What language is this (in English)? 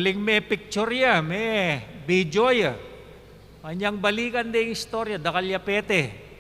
Pampanga